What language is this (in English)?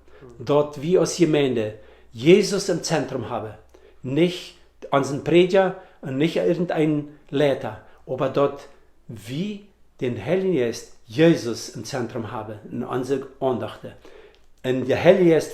Plautdietsch